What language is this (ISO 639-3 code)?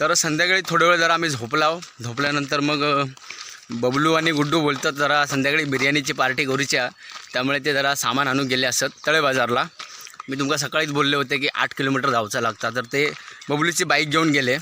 kok